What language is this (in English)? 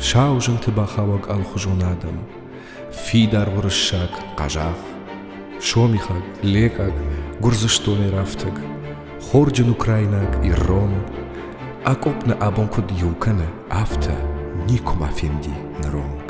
Ossetic